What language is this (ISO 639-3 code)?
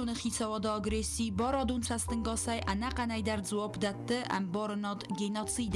oss